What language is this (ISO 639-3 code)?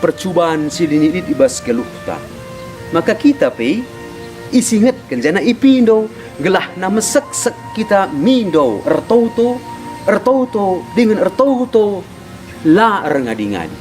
btx